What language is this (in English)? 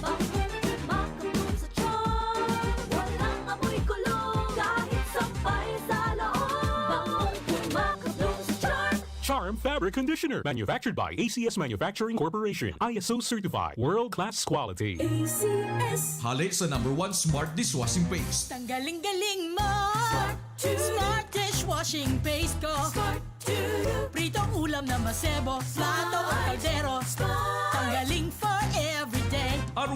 Bikol